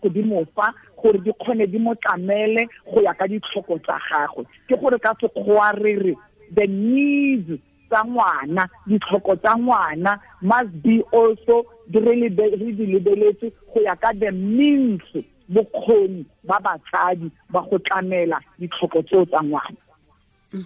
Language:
Tswana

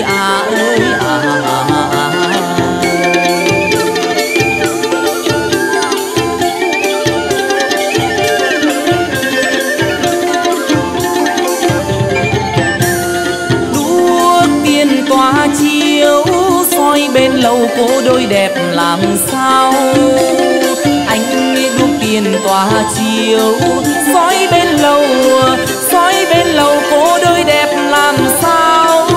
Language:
Vietnamese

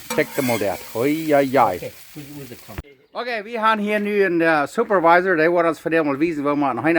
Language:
Plautdietsch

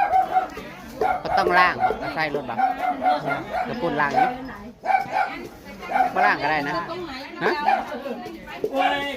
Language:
Northeastern Thai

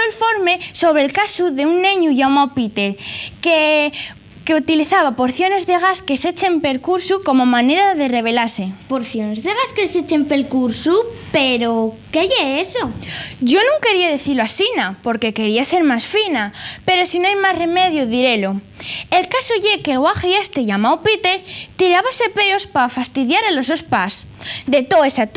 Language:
Asturian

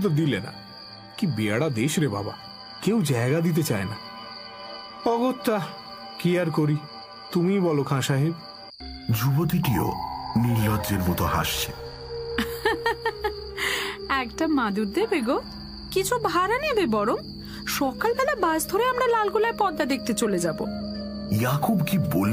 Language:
Bangla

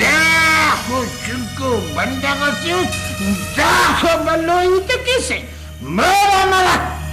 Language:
Brahui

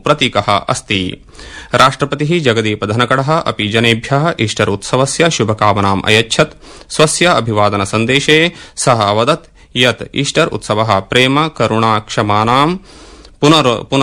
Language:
Sanskrit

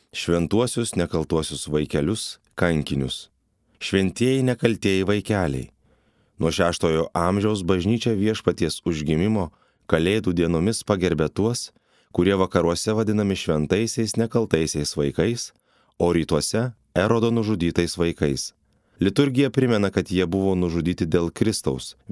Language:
Lithuanian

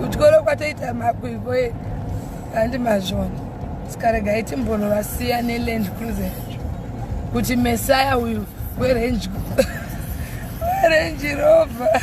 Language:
Shona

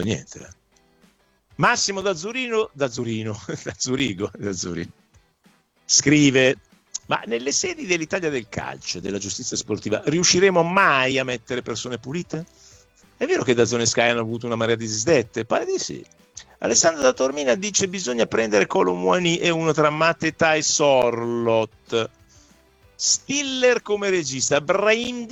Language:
Italian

